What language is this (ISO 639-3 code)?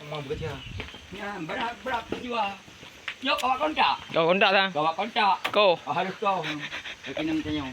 ace